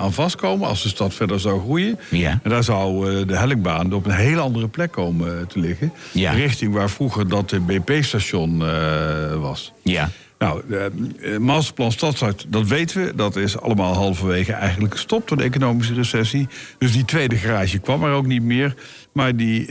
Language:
Dutch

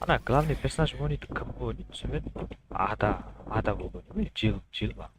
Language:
Kara-Kalpak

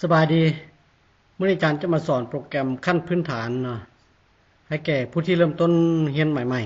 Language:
Lao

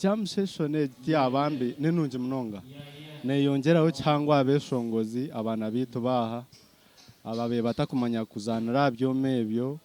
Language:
Nyankole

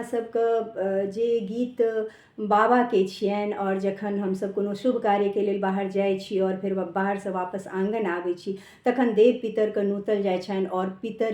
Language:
Maithili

